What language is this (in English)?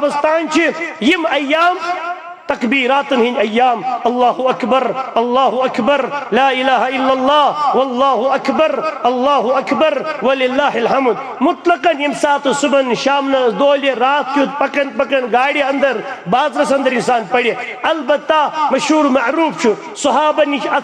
Kashmiri